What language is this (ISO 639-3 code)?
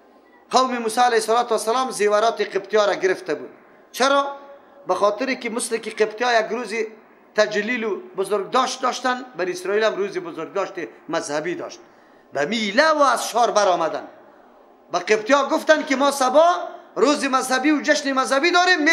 fas